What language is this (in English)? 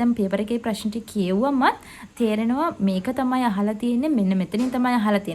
Sinhala